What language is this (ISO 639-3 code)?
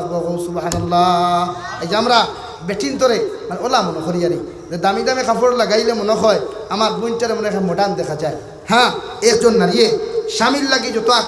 syl